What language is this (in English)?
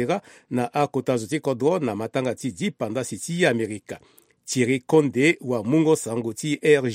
Sango